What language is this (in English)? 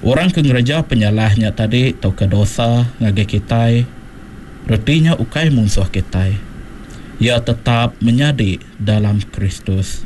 Iban